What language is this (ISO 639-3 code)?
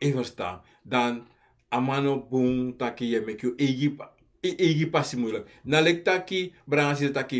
srn